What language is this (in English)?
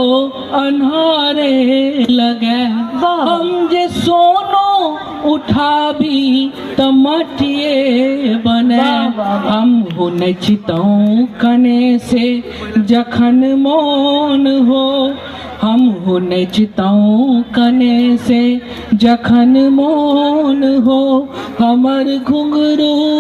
Maithili